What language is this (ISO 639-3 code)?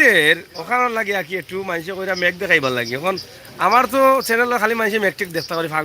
syl